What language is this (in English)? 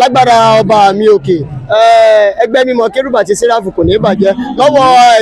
Yoruba